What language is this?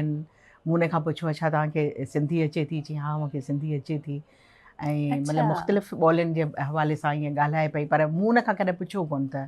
Sindhi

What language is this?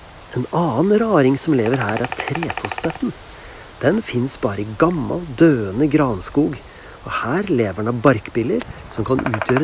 Norwegian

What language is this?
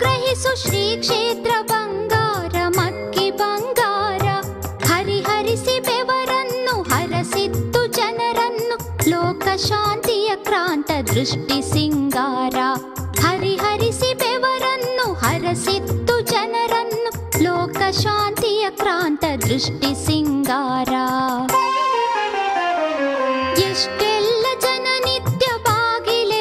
Kannada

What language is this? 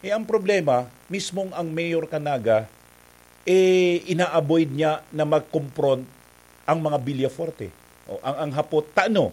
Bikol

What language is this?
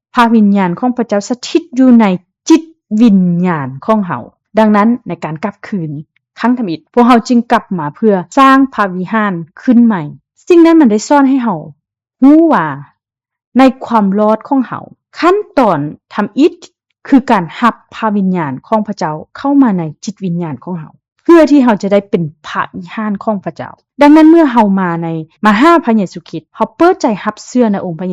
Lao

